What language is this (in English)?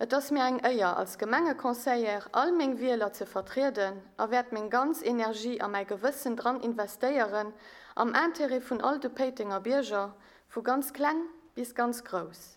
Luxembourgish